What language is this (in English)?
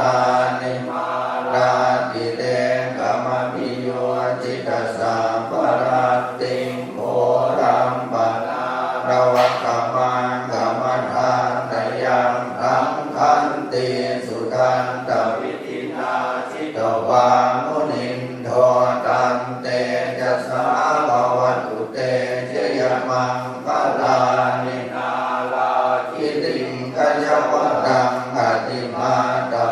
Pali